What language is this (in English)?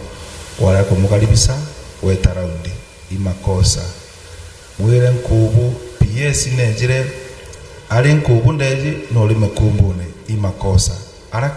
Meru